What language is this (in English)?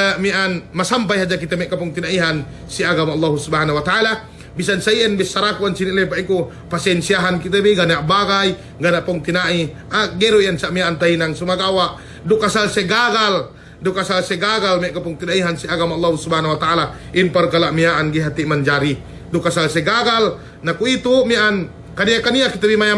Yakan